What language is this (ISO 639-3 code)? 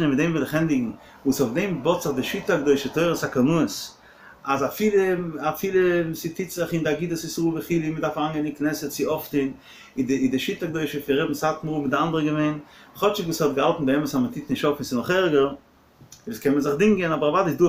yid